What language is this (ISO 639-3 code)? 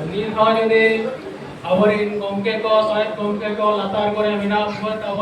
sat